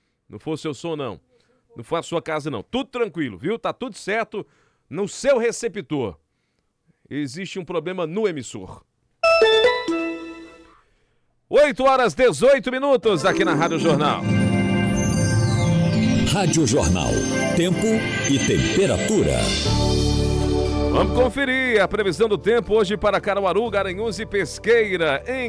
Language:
Portuguese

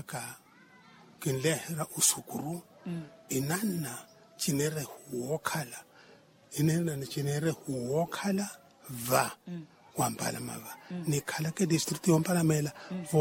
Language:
Makhuwa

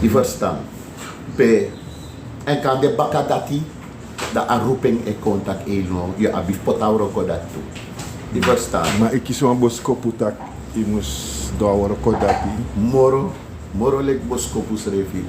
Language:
Sranan Tongo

